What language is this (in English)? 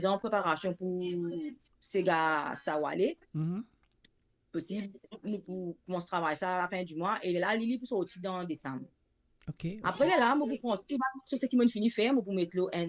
Morisyen